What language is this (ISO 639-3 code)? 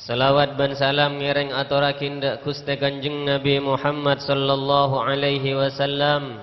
mad